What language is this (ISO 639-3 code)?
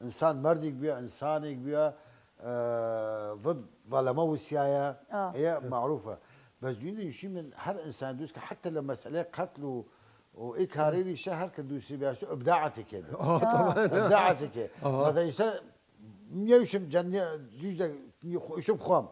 sdh